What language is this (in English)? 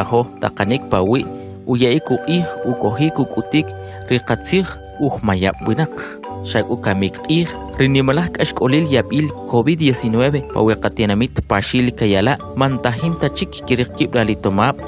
Kʼicheʼ